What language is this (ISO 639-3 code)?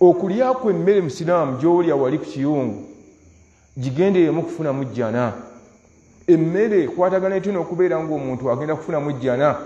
lug